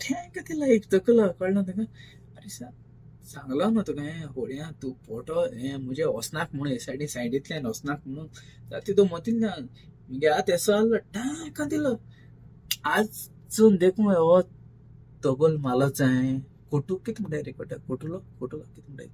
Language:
Konkani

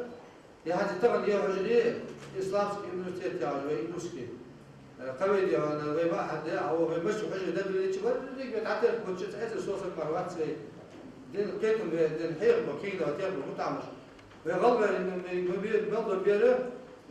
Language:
Ingush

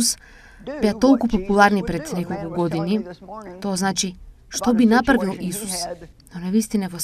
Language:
Macedonian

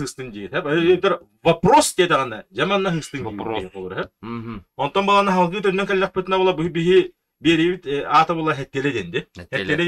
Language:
Yakut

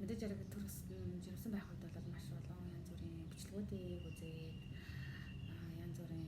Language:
Mongolian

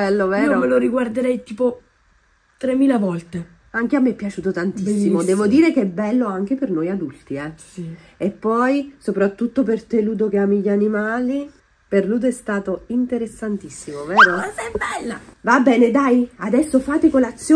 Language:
Italian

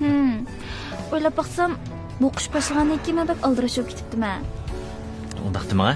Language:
Uyghur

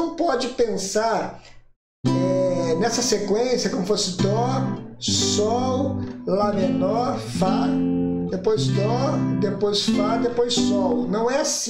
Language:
Portuguese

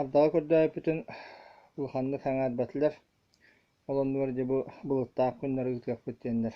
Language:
Yakut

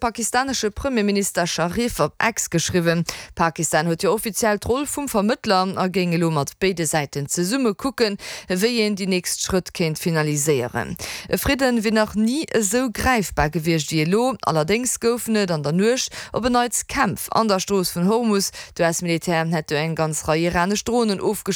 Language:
Luxembourgish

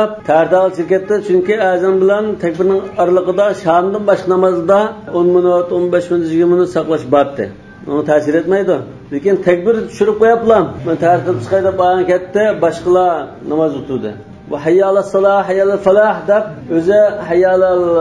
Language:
Uyghur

